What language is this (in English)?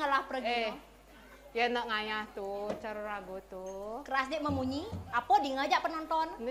Balinese